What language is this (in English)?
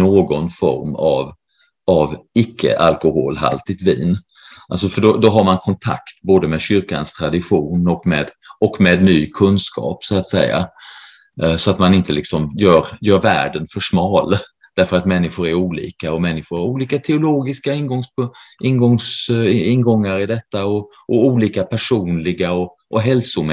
Swedish